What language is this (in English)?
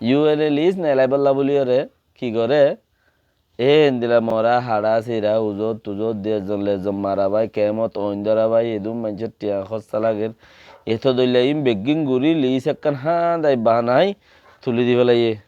Rohingya